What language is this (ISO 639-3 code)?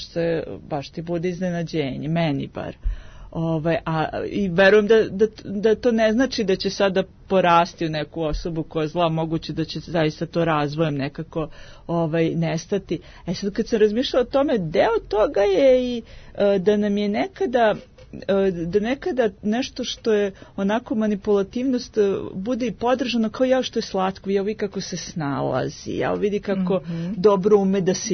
srp